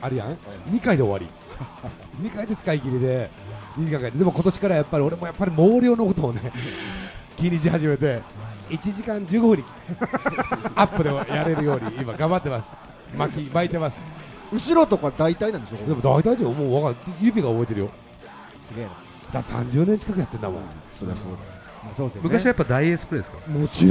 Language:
Japanese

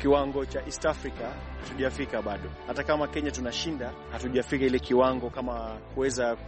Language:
Swahili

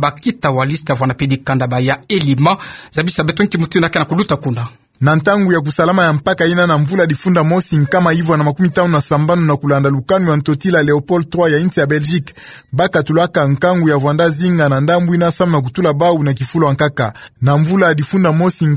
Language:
Kituba (Democratic Republic of Congo)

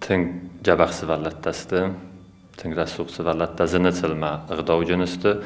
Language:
Ossetic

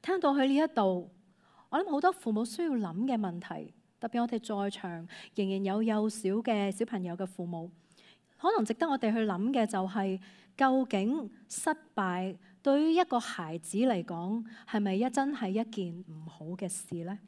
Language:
Cantonese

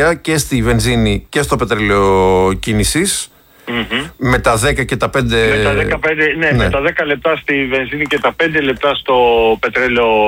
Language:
Greek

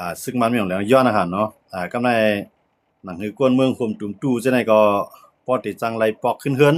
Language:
Shan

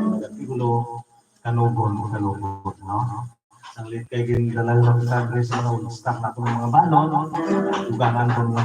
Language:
Hiligaynon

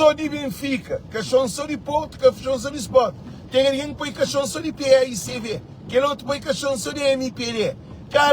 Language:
Kabuverdianu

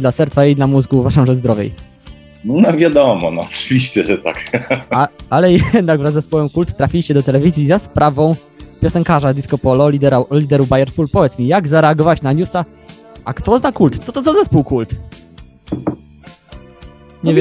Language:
Polish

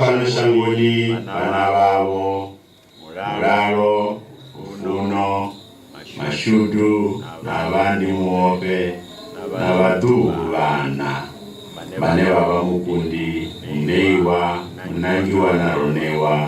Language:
Venda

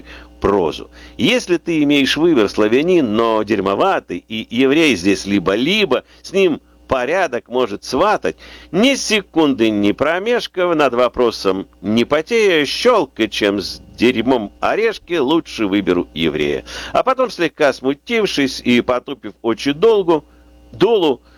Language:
Russian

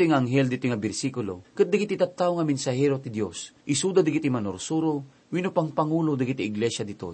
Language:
Iloko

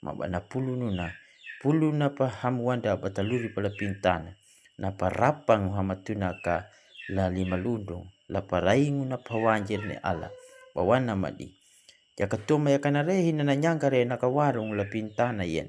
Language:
Kambera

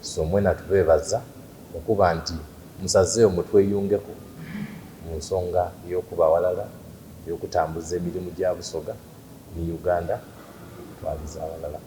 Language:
Soga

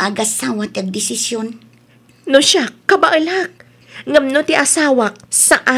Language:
Iloko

